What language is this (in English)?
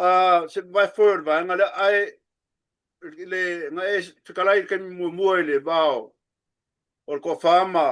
Samoan